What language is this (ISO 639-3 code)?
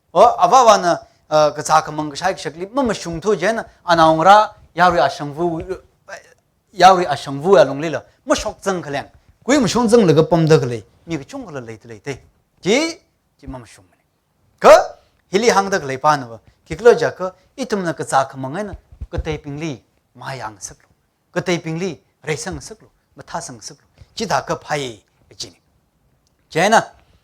nmf